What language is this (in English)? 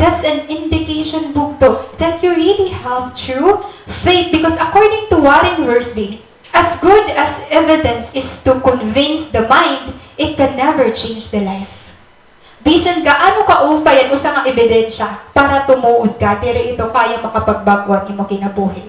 Waray